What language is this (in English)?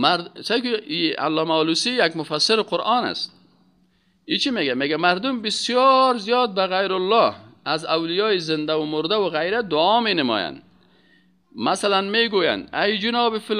Persian